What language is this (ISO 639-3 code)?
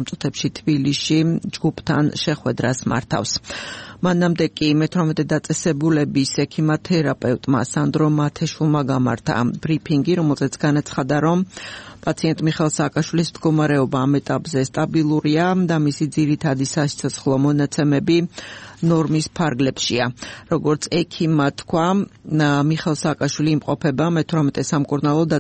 kat